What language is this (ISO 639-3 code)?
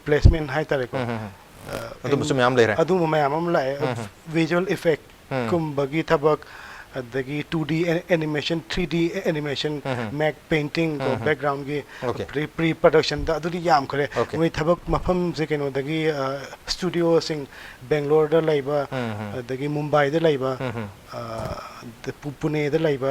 mni